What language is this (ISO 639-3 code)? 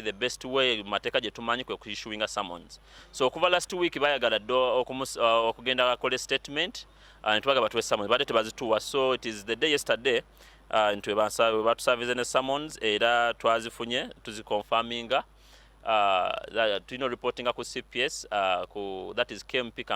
lug